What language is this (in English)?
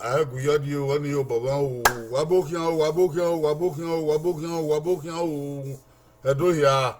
Bini